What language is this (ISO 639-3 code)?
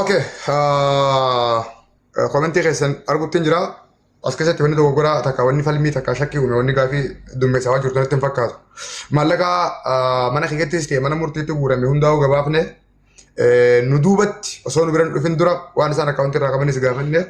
orm